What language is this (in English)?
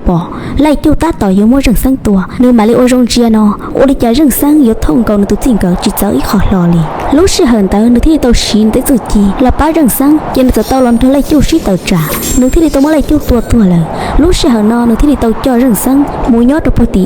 Hmong